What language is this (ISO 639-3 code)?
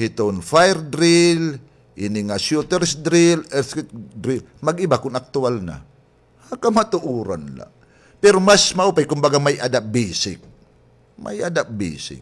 war